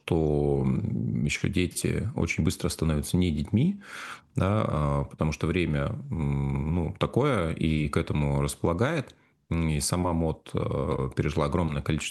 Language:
Russian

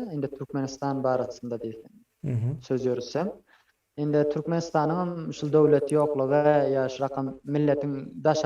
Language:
Turkmen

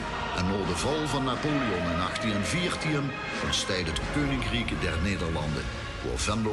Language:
Limburgish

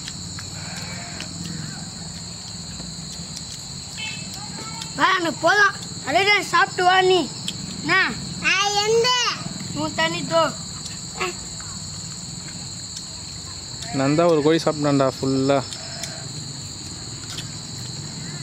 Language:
Tamil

